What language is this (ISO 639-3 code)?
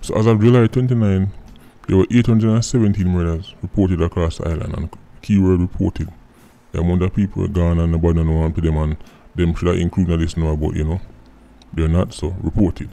jam